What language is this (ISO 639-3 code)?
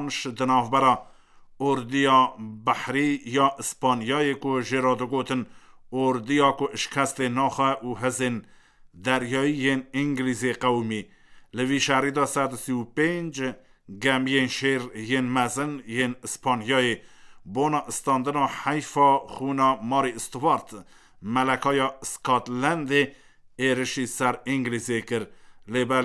kur